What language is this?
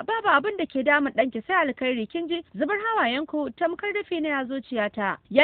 Hausa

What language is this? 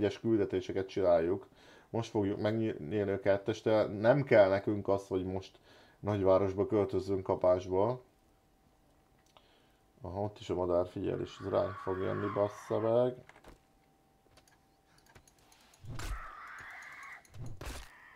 Hungarian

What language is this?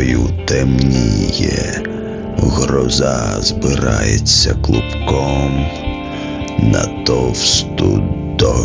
Ukrainian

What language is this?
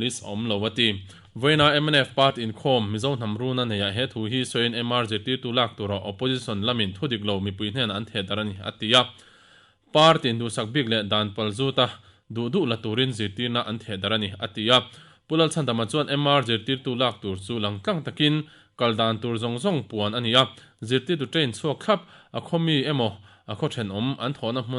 Mizo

